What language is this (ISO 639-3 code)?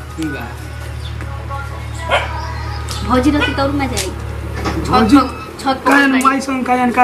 bho